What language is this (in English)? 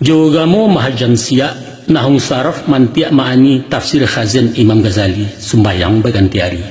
Minangkabau